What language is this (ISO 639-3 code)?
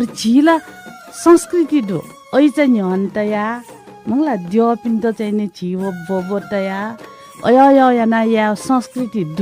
new